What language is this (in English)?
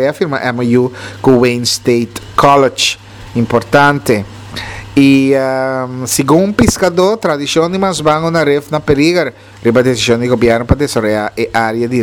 Papiamento